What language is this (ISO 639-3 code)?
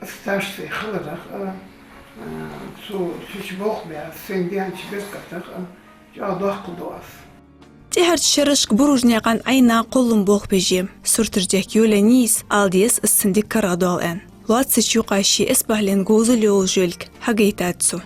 inh